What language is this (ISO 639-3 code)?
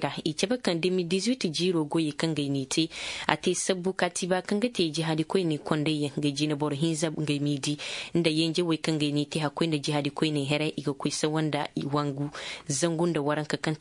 ses